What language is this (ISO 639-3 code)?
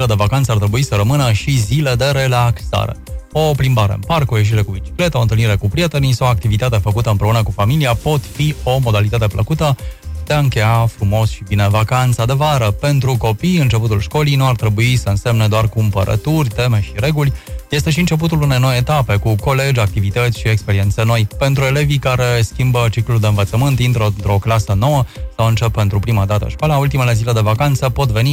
ron